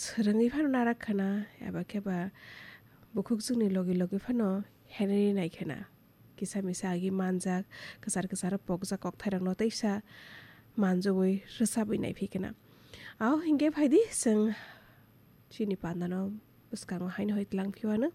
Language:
Kok Borok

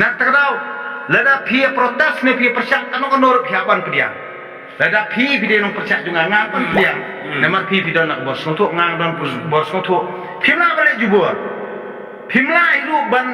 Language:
Khasi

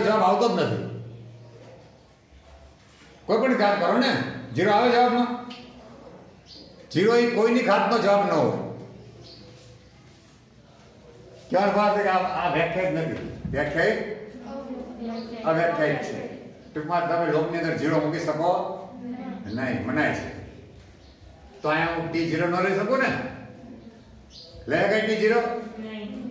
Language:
Gujarati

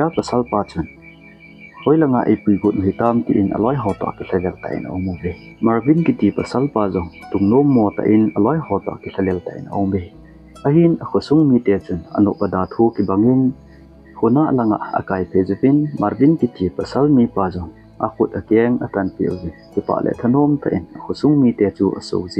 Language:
Thado Chin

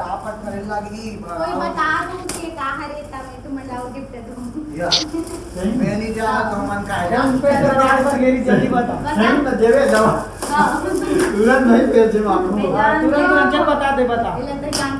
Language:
Chhattisgarhi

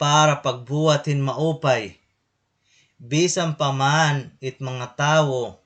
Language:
Waray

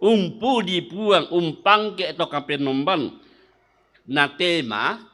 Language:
Toraja-Sa'dan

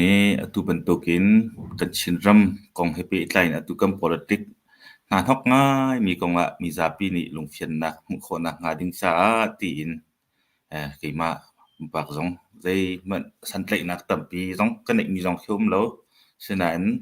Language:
Hakha Chin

